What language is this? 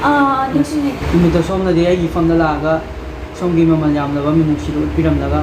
Manipuri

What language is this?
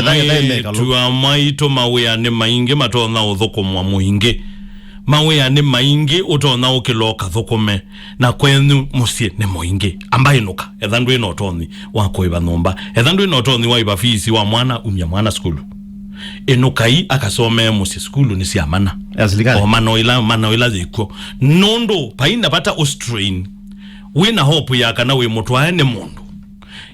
Kamba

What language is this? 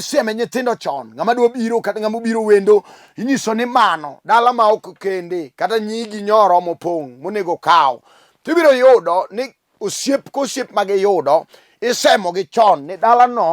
Luo (Kenya and Tanzania)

